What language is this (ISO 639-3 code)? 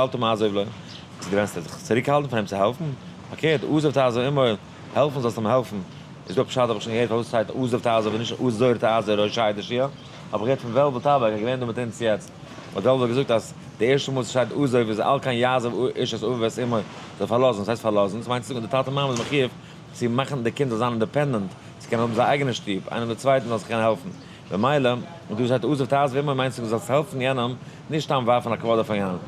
yid